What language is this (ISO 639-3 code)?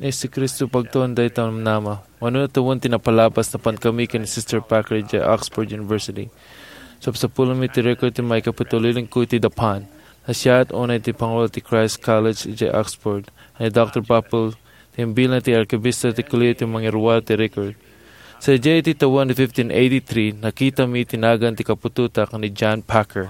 ilo